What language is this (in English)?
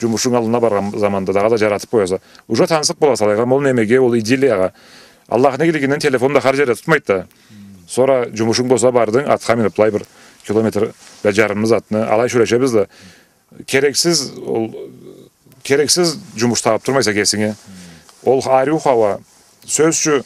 Karachay-Balkar